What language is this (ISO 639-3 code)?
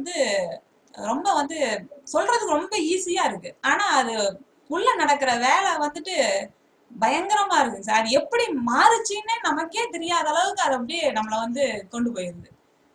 tam